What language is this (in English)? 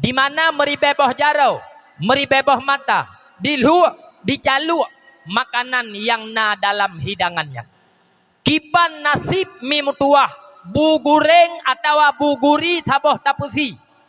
Achinese